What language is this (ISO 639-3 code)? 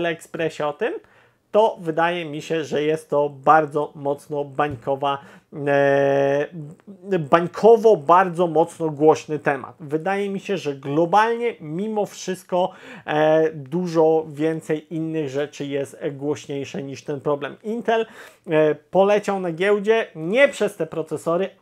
pol